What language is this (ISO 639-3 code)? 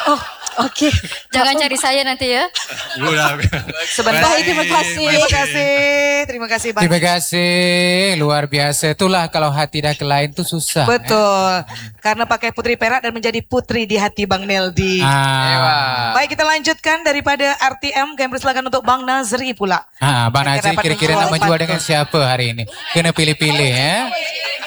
msa